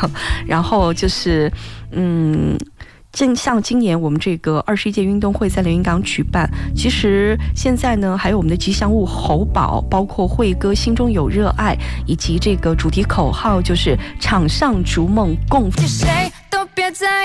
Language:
Chinese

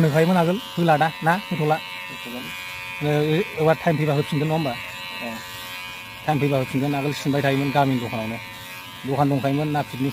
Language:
Bodo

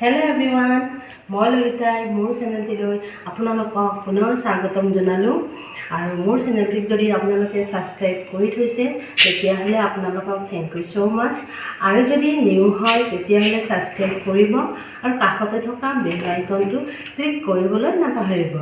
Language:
Assamese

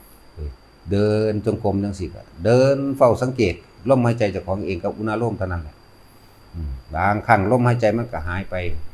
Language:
Northeastern Thai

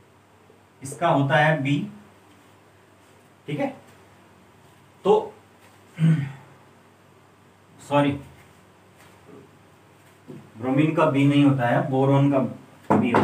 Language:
Hindi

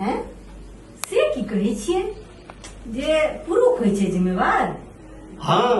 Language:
Maithili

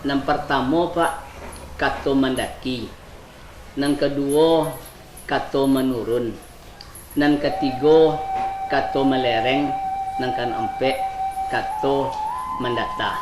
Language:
Minangkabau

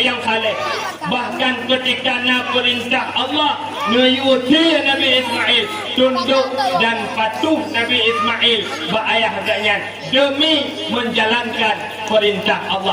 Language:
Achinese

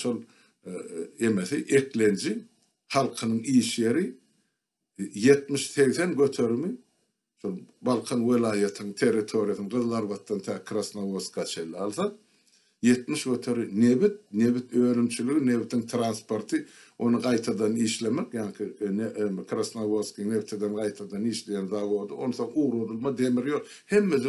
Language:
Turkmen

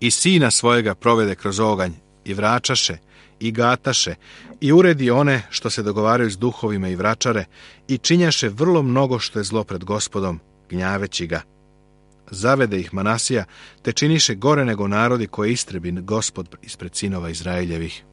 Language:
Serbian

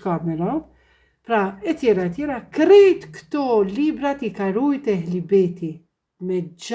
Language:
Albanian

